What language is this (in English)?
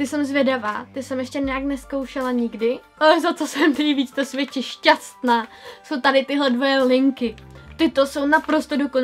Czech